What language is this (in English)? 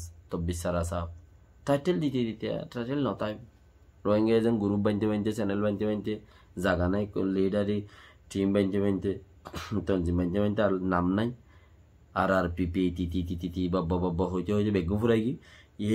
Rohingya